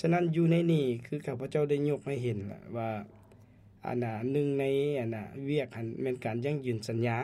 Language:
Lao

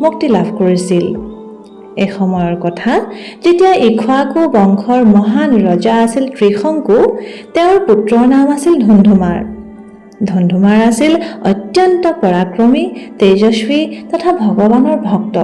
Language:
Assamese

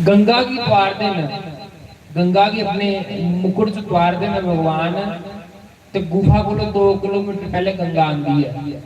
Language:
Dogri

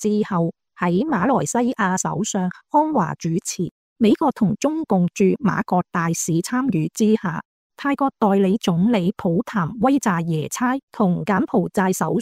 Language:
Cantonese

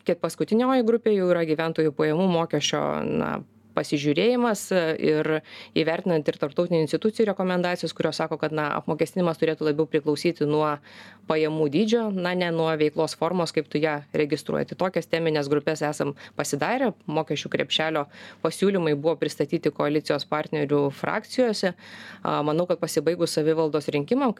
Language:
Lithuanian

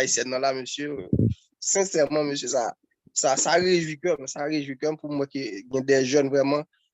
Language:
Haitian Creole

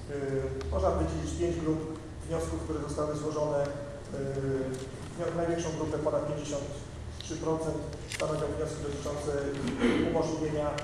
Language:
Polish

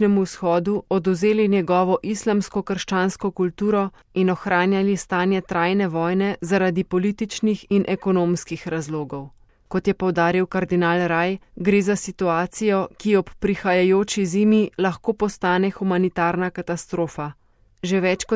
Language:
Slovenian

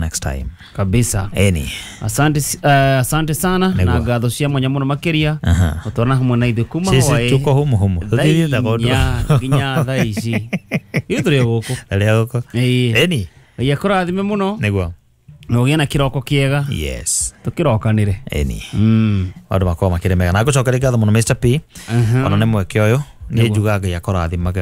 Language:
Kikuyu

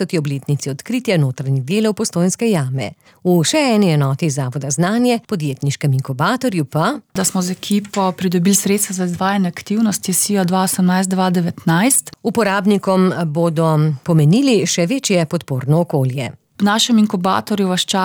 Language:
Slovenian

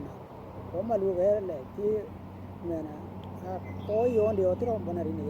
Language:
Western Dani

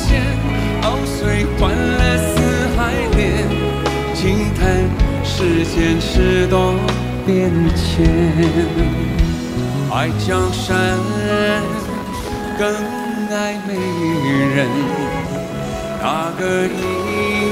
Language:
Chinese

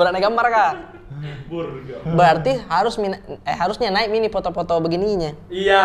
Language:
Makassar Malay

